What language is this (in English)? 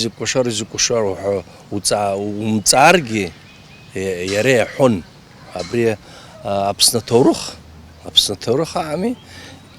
Abkhazian